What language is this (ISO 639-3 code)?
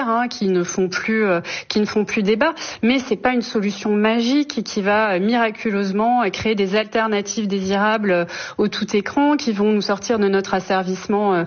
fra